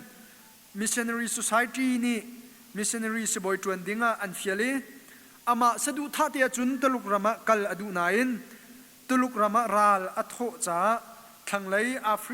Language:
Hakha Chin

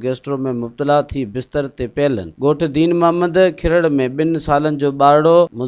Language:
Sindhi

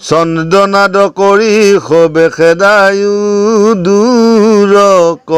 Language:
Assamese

